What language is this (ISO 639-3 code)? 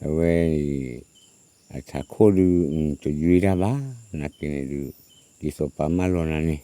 ksw